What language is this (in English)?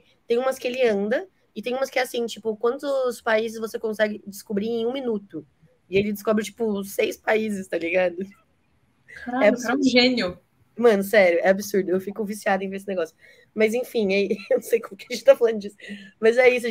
Portuguese